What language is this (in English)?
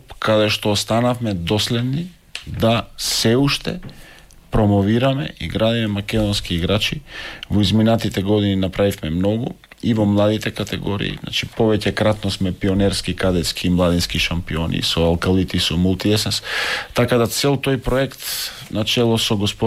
Macedonian